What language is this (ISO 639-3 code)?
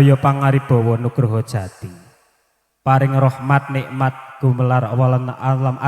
jav